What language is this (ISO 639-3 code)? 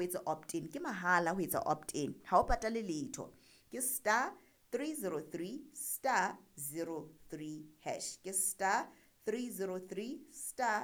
sot